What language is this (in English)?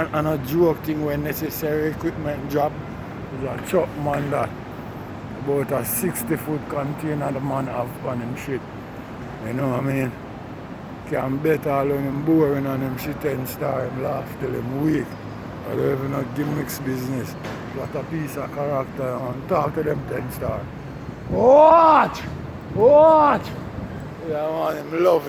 Jamaican Creole English